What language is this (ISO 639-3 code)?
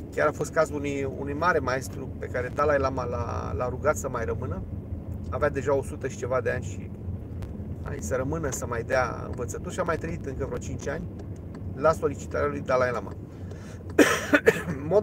ron